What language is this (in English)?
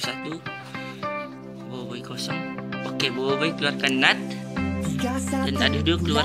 Malay